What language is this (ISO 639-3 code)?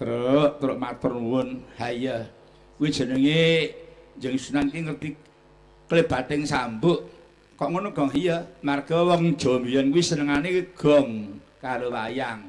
jav